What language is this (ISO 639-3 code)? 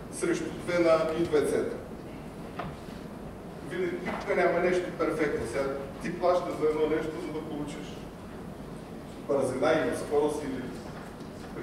bul